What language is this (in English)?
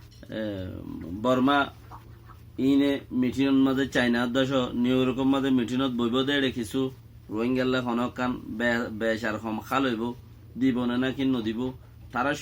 Rohingya